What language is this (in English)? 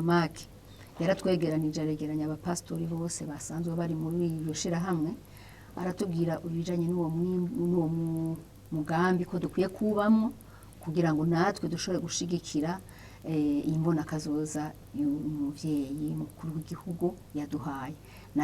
Rundi